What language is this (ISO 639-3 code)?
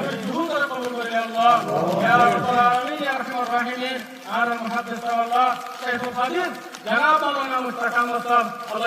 rhg